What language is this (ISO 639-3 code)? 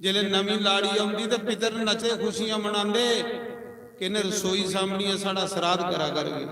doi